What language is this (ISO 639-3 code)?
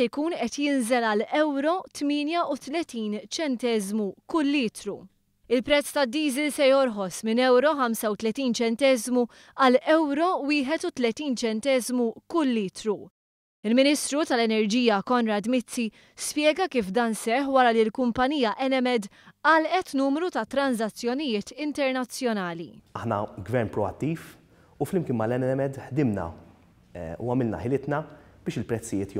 mlt